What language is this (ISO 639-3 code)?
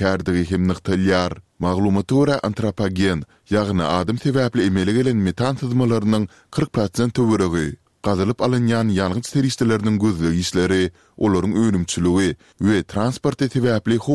tuk